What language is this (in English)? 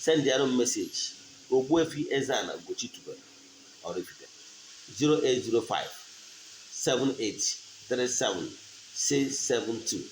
Igbo